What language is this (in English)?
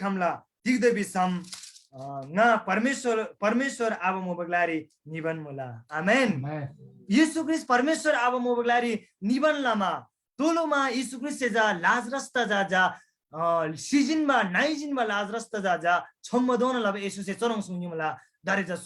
Eastern Tamang